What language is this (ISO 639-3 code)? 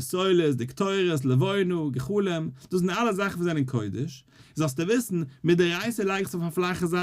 yid